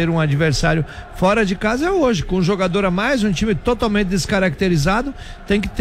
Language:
Portuguese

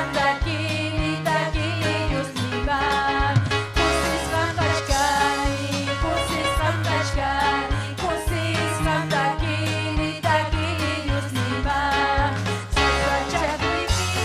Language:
Ayacucho Quechua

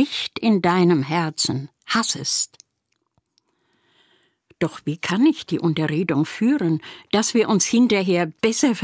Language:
German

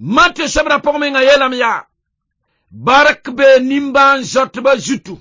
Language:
Mossi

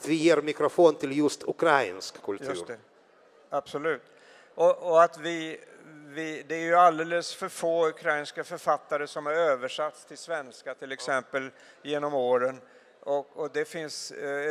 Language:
Swedish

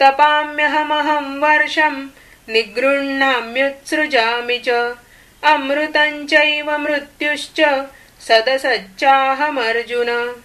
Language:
Sanskrit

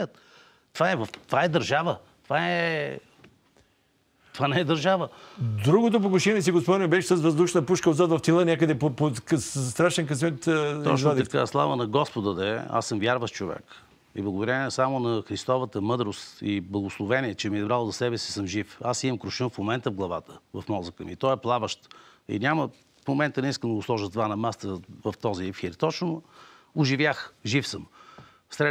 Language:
Bulgarian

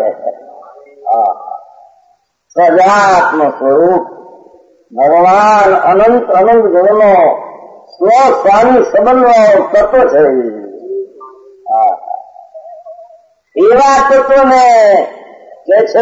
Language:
Gujarati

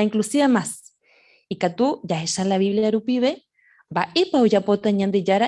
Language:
Guarani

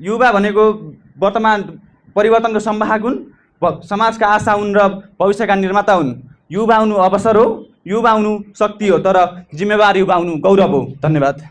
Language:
Nepali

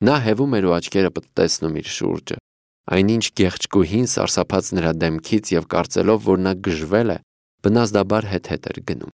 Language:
Armenian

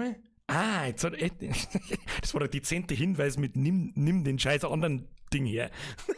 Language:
Bavarian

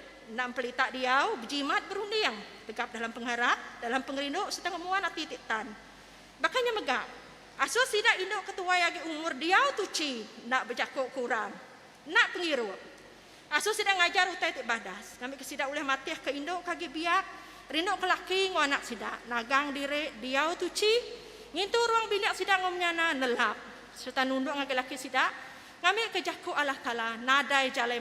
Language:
Iban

